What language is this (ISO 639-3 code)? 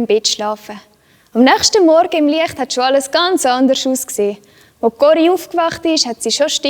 gsw